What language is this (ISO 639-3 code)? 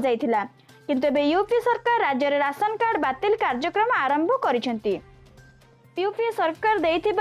ori